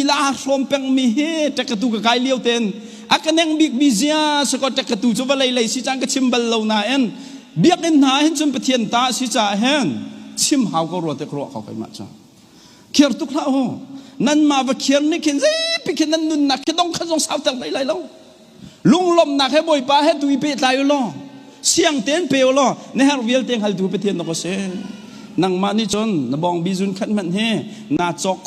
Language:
Hakha Chin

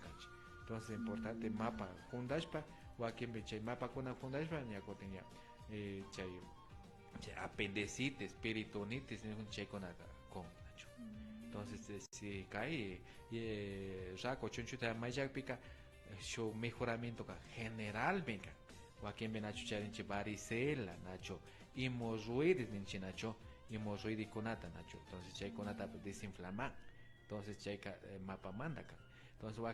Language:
Imbabura Highland Quichua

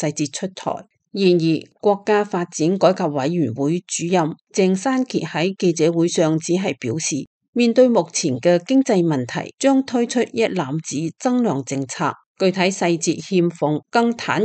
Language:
Cantonese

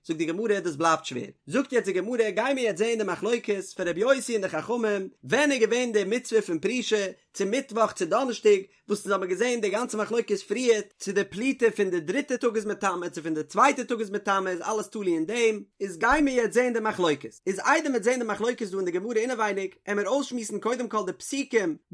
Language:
Yiddish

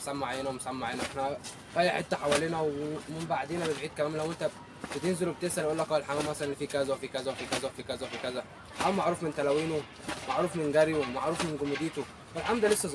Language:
Egyptian Arabic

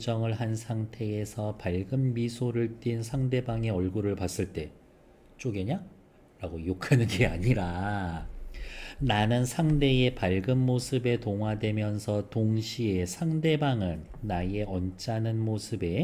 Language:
Korean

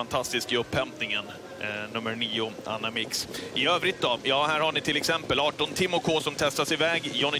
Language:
Swedish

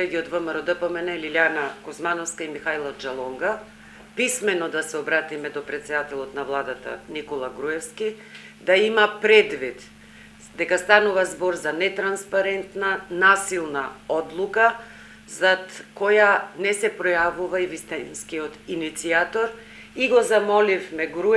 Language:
Macedonian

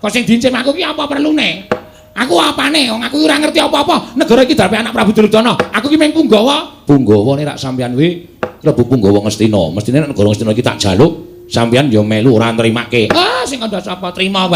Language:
Javanese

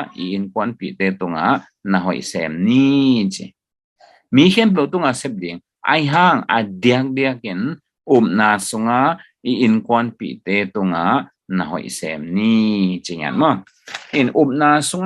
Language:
Tedim Chin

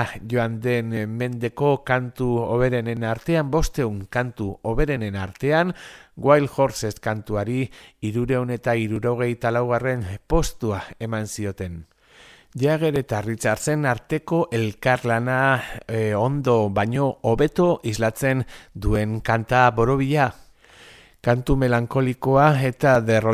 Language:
Basque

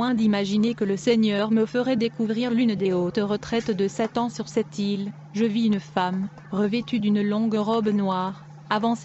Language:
French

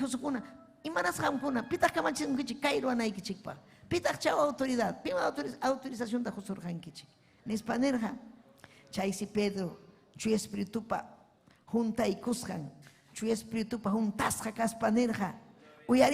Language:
Ayacucho Quechua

